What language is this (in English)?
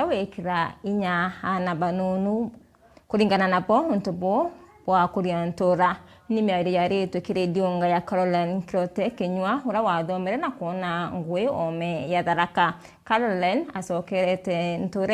Meru